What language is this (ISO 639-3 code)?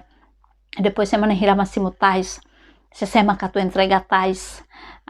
tet